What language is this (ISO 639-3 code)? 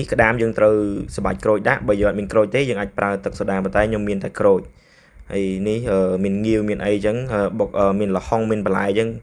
khm